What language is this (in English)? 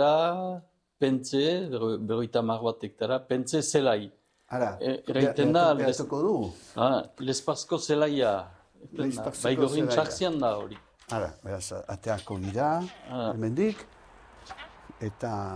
Basque